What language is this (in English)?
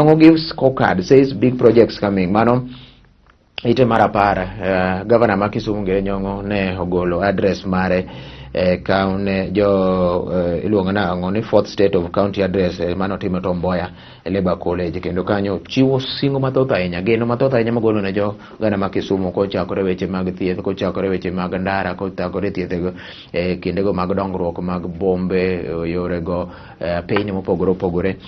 Luo (Kenya and Tanzania)